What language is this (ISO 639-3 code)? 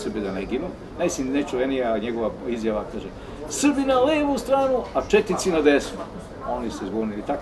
srp